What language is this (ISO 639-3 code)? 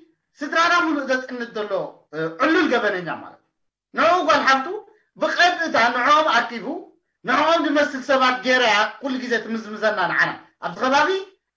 tir